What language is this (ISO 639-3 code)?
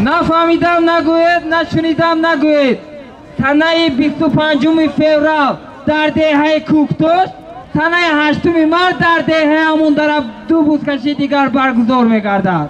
tgk